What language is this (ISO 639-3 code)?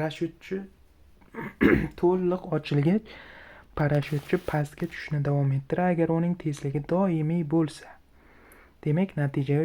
uzb